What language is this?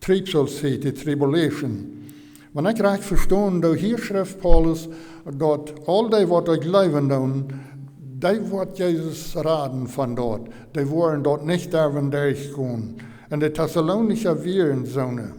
Plautdietsch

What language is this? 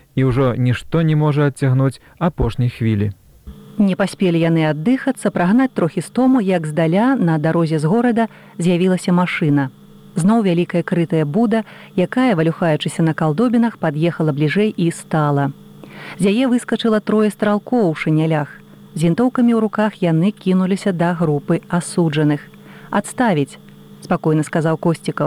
Belarusian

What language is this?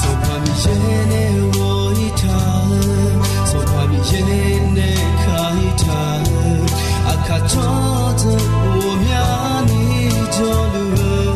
Akha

